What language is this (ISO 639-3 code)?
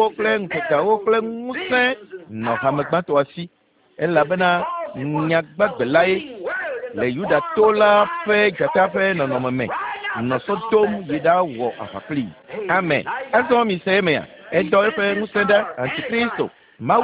ewe